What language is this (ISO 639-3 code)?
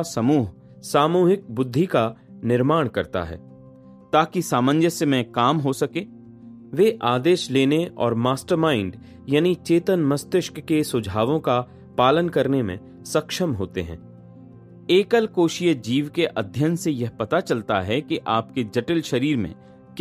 hin